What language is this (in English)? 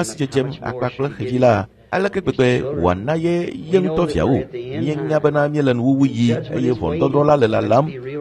Ewe